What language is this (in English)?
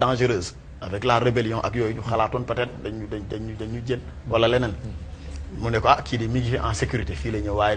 Wolof